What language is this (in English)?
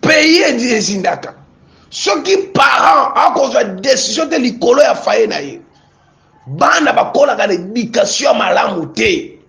Lingala